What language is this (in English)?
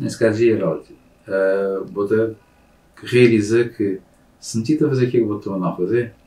Kabuverdianu